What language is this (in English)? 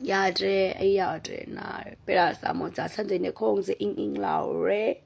Manipuri